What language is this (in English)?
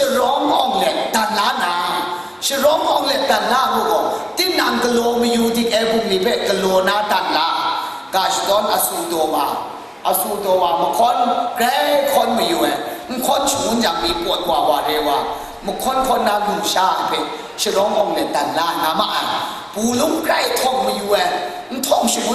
Kachin